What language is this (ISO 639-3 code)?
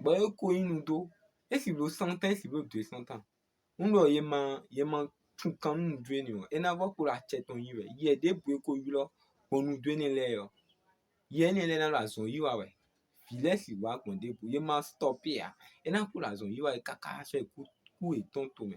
fon